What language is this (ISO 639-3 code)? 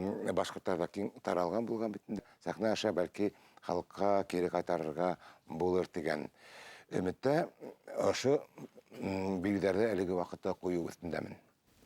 bak